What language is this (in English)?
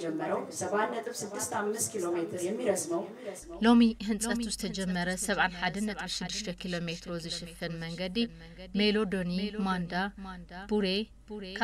Tigrinya